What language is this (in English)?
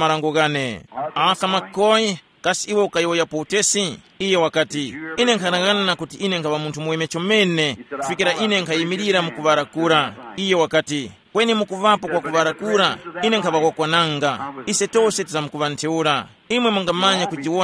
Tumbuka